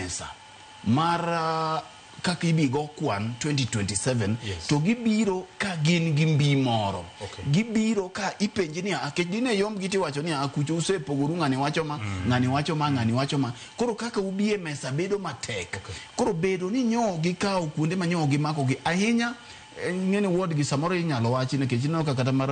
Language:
Luo (Kenya and Tanzania)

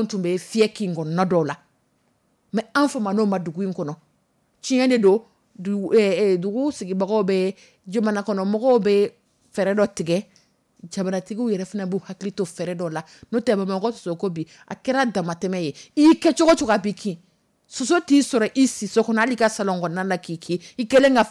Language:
Dyula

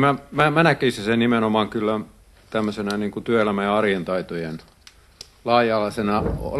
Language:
Finnish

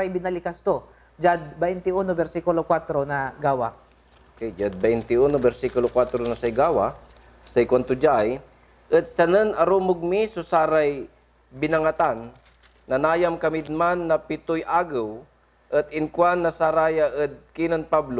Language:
Pangasinan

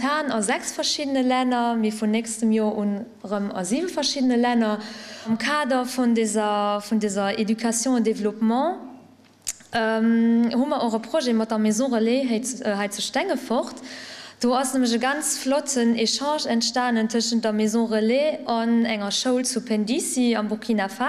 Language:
Luxembourgish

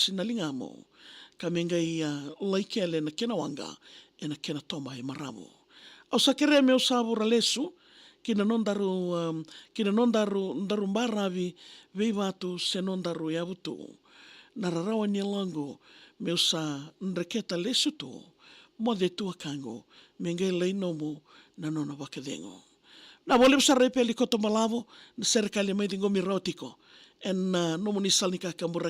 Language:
Fijian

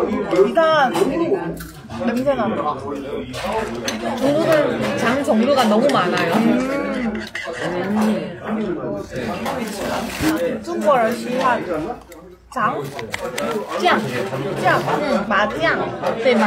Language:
Korean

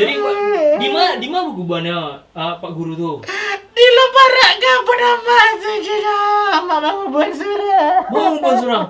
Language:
Minangkabau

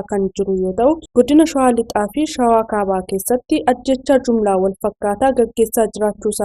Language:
Oromo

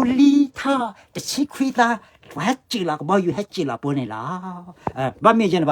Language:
S'gaw Karen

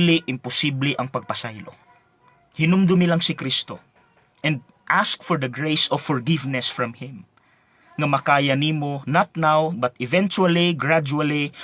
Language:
Cebuano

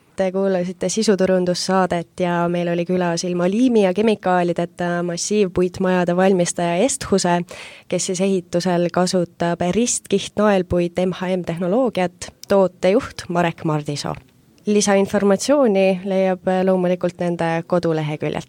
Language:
Estonian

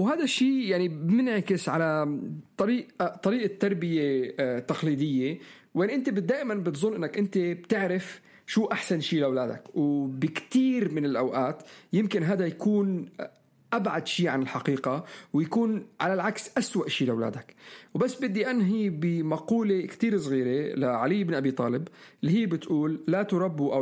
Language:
North Levantine Arabic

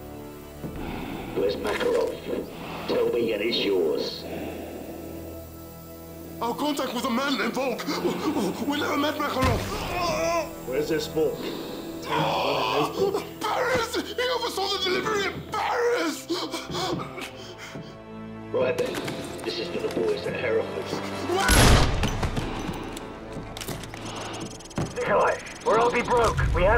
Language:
English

